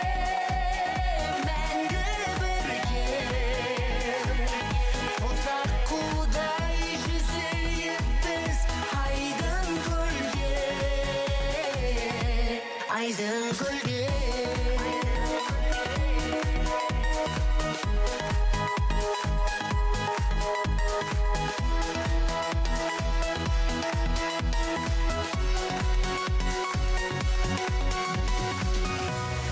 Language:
Kazakh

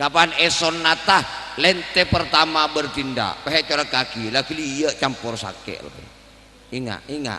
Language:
Madurese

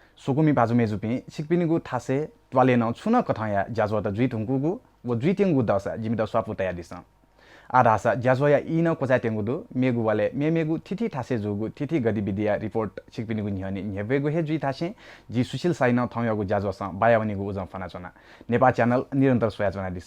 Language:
Newari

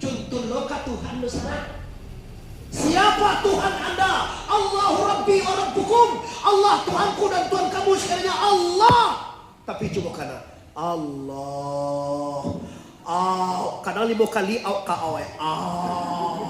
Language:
Minangkabau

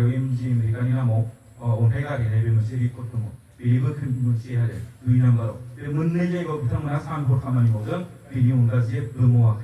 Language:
Bodo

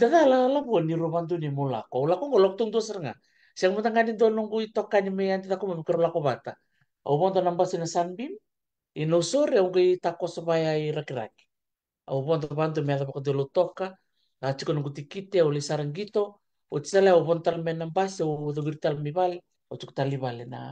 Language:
Fijian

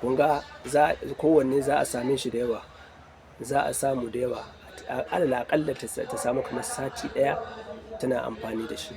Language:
Hausa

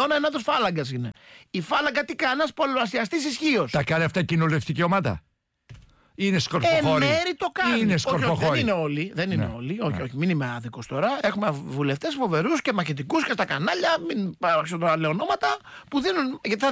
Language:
Greek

